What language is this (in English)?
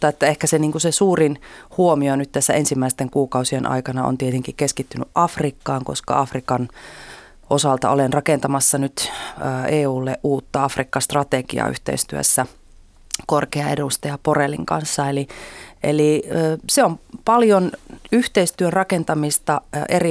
Finnish